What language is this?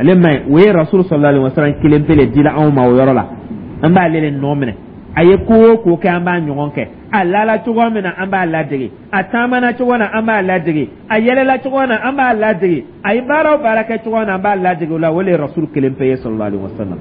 Dyula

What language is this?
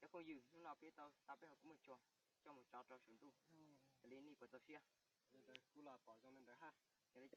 Hmong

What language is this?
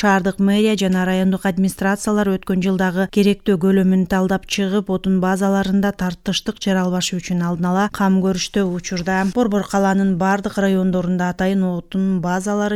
Kyrgyz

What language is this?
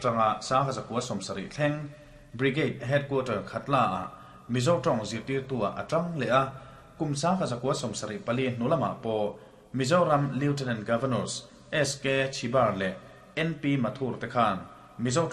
Mizo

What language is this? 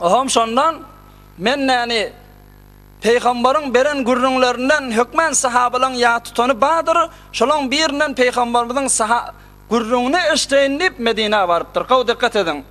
Turkmen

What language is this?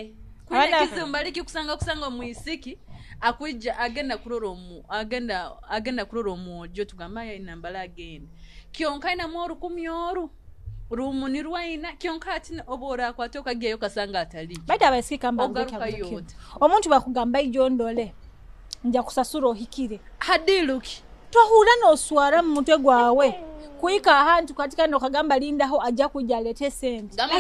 Nyoro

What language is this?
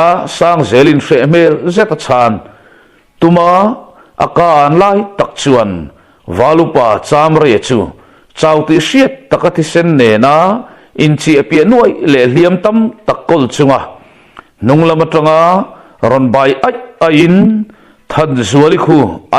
Mizo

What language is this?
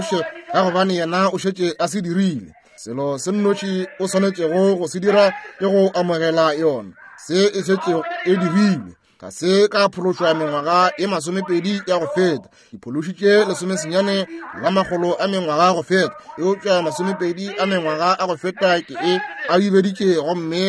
Northern Sotho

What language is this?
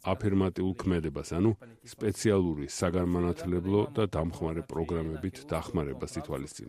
Georgian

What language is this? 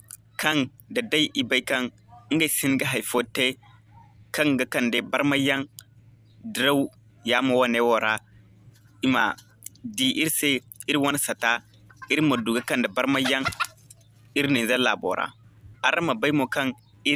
Zarma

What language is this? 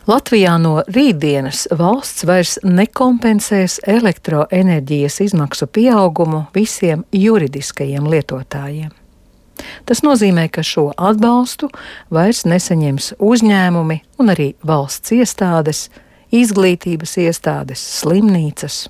Latvian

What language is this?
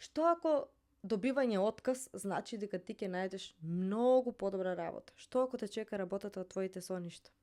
Macedonian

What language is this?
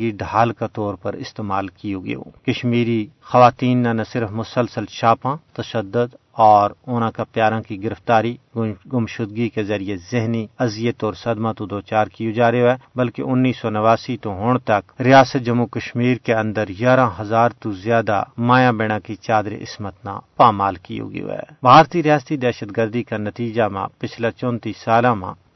Gujari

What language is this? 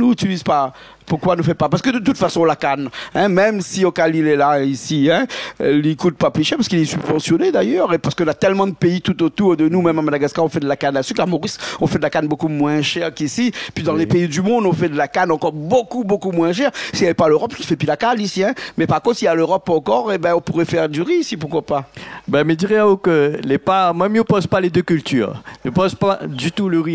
Réunion Creole French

